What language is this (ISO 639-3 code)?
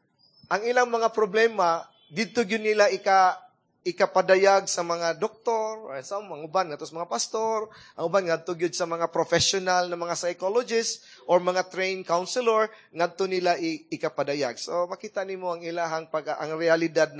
ceb